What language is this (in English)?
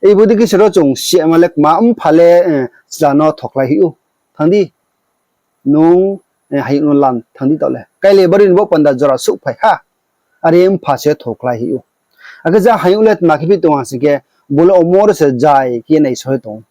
Riang (India)